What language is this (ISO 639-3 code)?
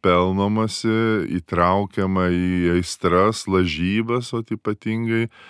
lit